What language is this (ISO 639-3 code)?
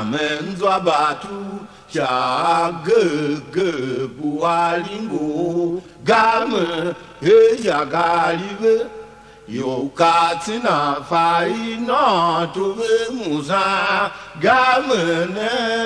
tiv